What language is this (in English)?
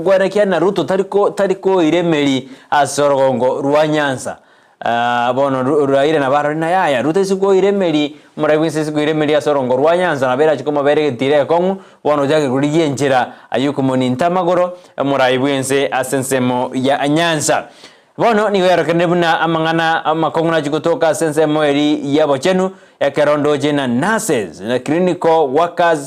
Gusii